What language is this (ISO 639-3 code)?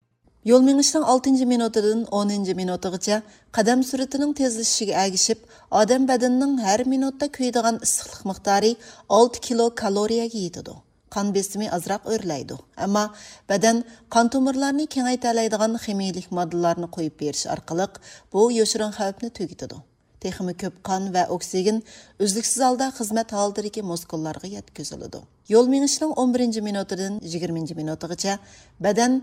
uig